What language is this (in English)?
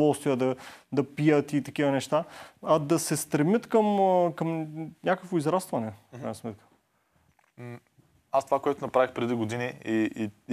Bulgarian